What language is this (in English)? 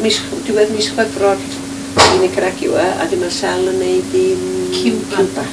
Welsh